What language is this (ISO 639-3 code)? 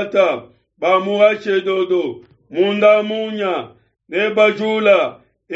lua